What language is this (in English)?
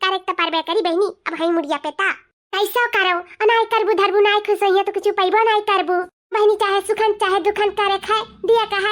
Awadhi